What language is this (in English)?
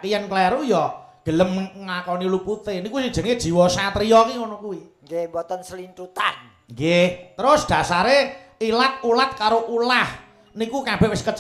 Javanese